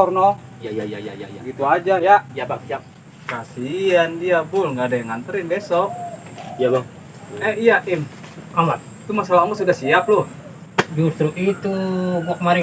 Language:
Betawi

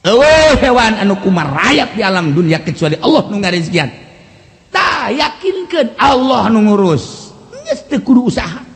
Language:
Sundanese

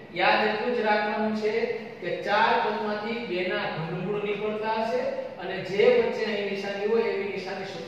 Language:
Gujarati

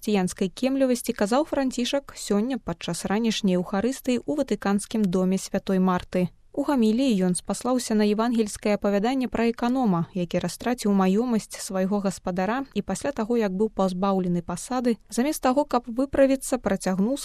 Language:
Belarusian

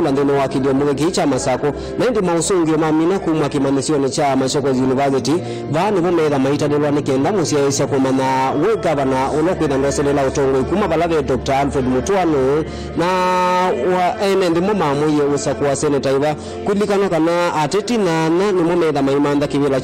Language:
Kamba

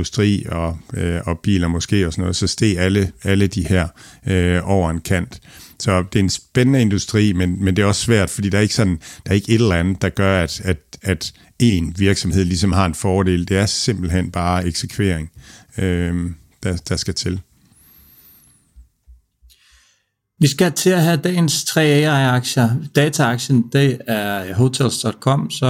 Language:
Danish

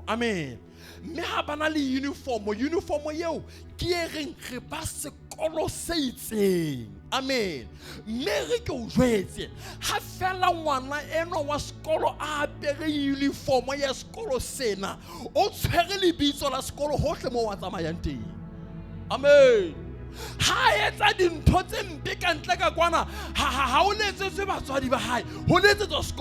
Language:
Southern Sotho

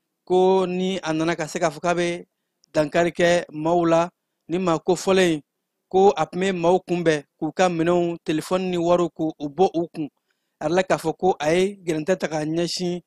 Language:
Bambara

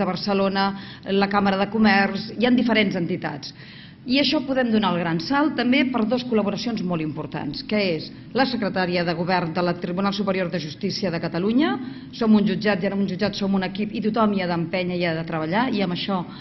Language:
Catalan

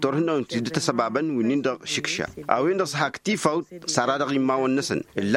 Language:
Tamasheq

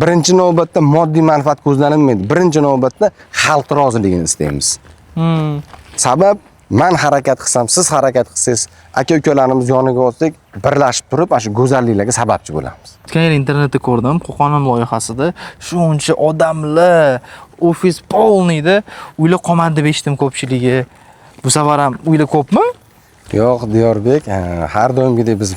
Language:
Uzbek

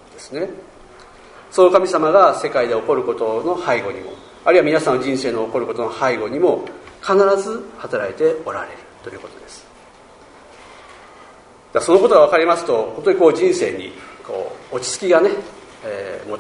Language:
Japanese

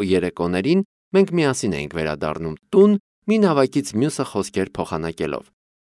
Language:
Armenian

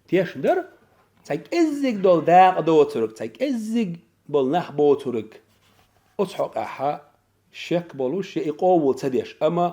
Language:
Chechen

